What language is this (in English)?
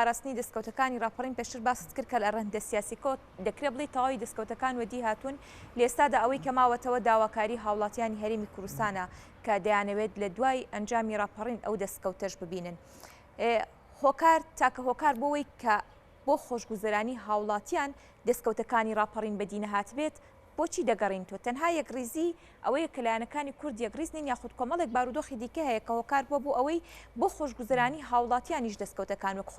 Central Kurdish